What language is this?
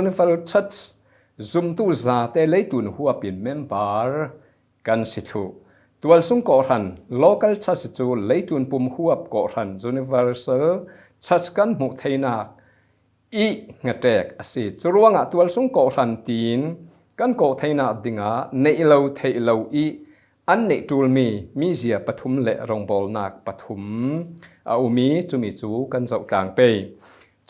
Falam Chin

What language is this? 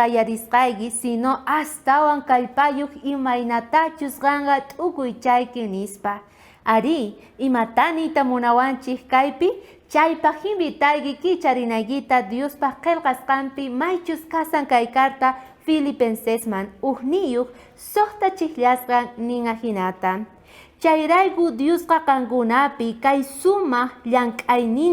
South Bolivian Quechua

